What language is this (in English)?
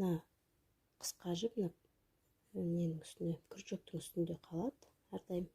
Kazakh